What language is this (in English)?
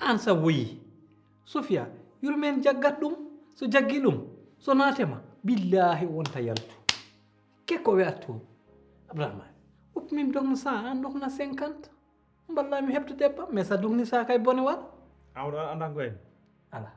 Fula